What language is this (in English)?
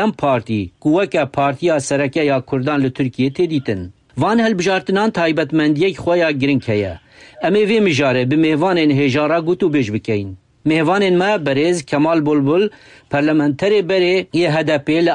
Kurdish